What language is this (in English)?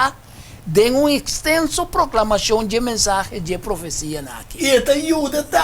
Papiamento